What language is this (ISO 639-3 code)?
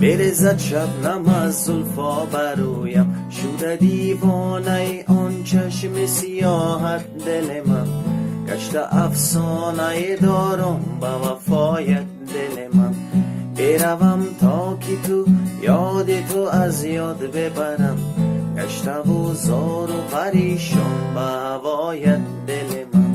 tgk